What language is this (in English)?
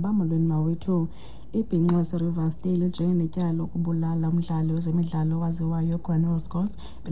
Xhosa